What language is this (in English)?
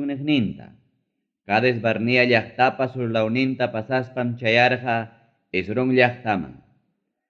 Ayacucho Quechua